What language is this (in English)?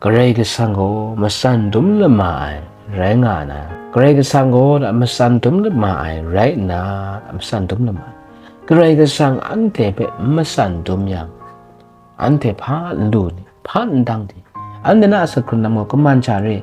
Kachin